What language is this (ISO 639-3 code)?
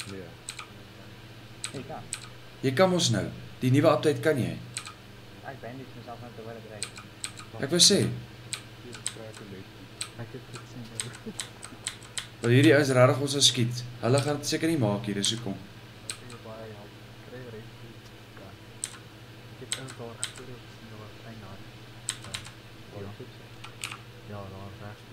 afr